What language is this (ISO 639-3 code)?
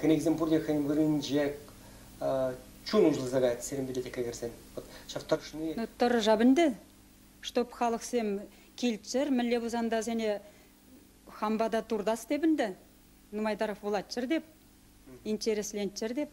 chv